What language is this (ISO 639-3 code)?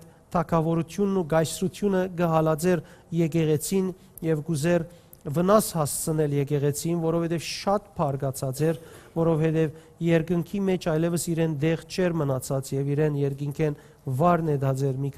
hyw